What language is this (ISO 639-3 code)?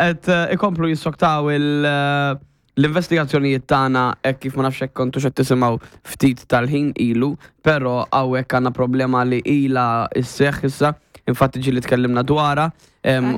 mlt